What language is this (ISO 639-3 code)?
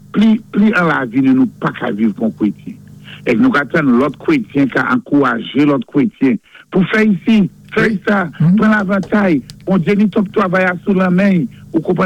acf